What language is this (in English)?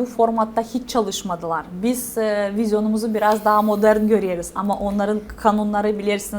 Gagauz